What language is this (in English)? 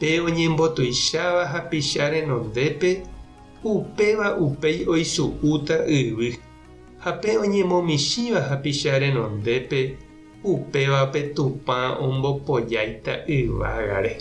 Guarani